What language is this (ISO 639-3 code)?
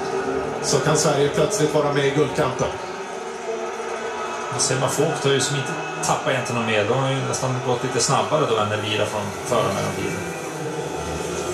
swe